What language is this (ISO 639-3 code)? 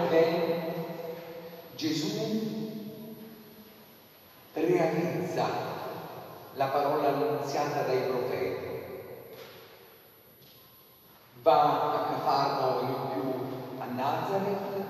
ita